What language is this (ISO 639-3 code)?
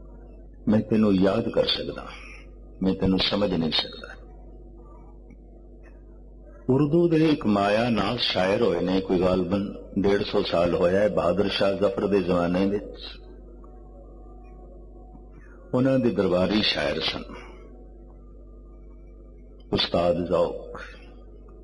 pan